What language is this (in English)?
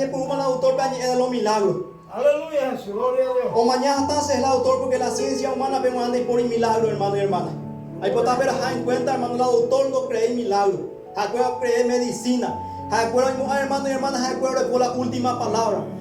Guarani